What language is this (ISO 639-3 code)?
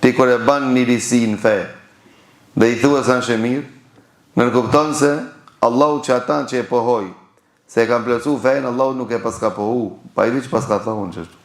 sqi